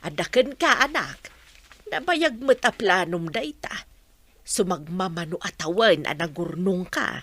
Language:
Iloko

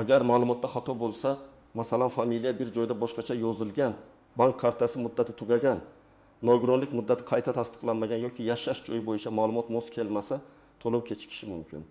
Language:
Uzbek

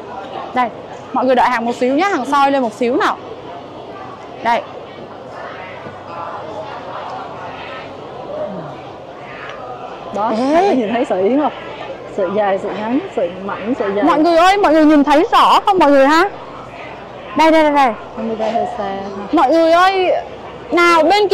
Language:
Vietnamese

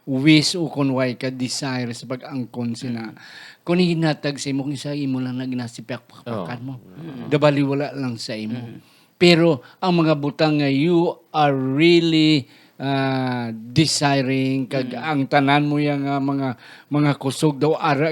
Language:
Hiligaynon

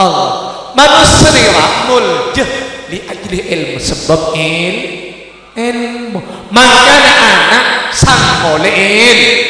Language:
Madurese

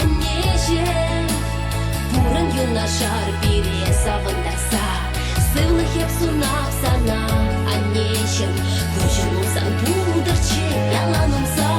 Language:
Chuvash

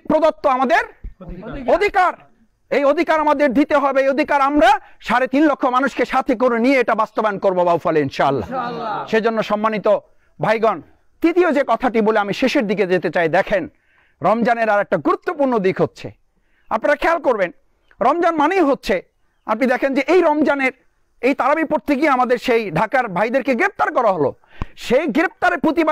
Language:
Bangla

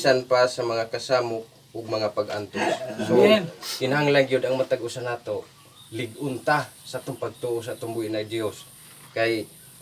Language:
Cebuano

